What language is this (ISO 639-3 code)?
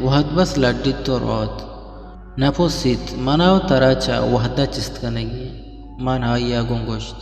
bgp